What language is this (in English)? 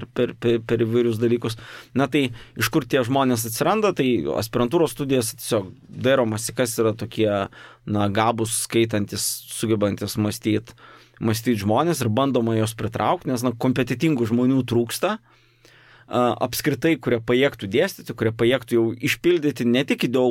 Lithuanian